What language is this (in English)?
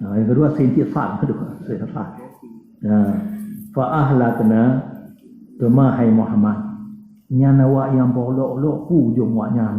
Achinese